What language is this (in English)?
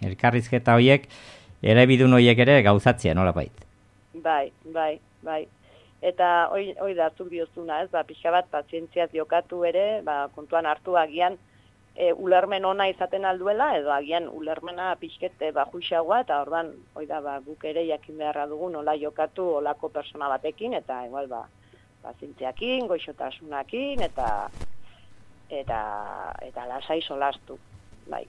Basque